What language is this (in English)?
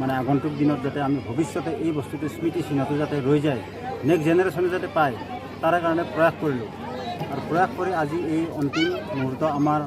Assamese